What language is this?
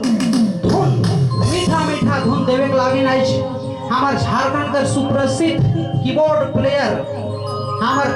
Sadri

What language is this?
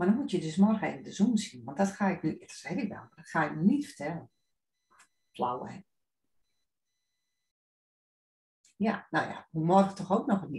Dutch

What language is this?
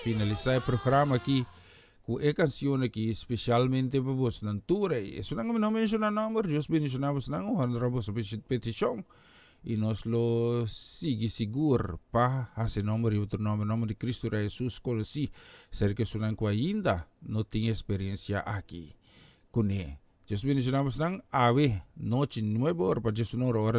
Papiamento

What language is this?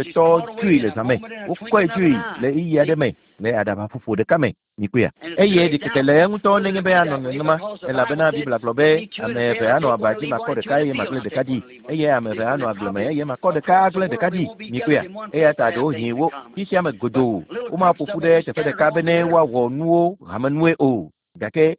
Ewe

